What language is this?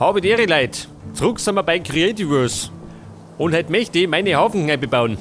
Bavarian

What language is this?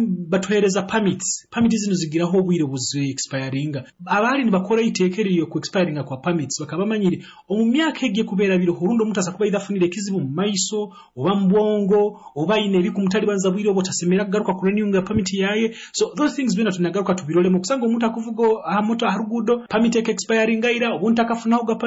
Nyoro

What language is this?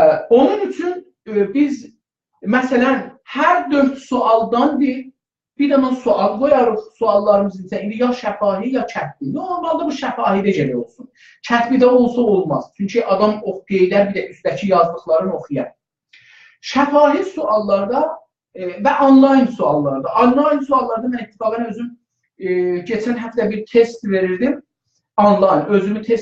South Azerbaijani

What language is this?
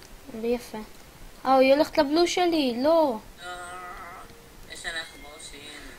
Hebrew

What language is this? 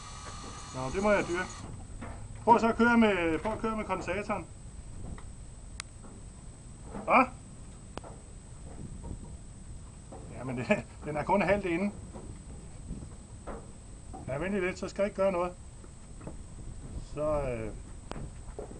Danish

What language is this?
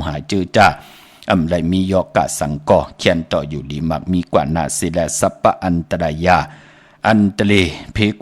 Shan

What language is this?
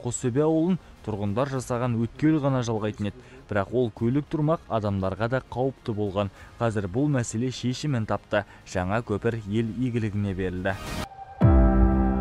Kazakh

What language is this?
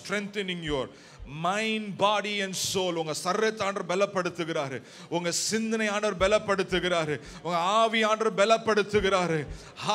Tamil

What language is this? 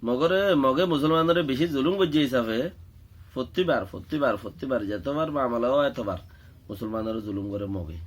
Rohingya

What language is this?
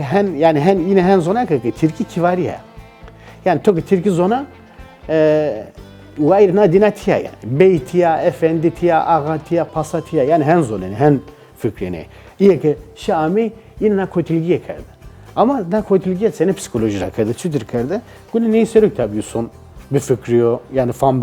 Zaza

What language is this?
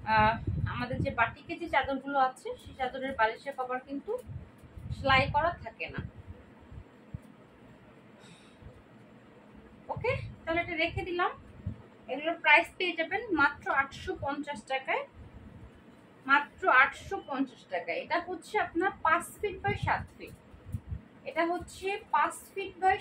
Bangla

